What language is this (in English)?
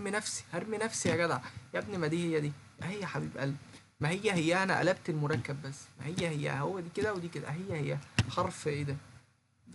Egyptian Arabic